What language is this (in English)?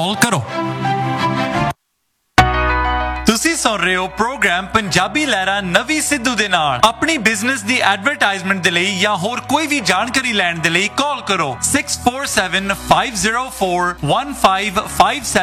Punjabi